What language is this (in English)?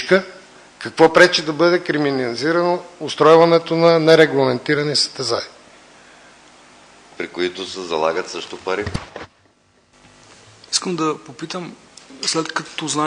Bulgarian